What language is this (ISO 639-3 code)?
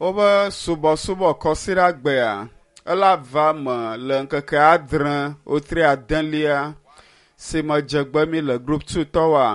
ewe